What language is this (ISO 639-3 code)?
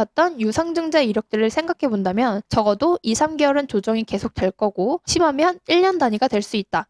kor